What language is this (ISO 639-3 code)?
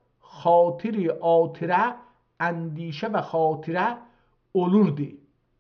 azb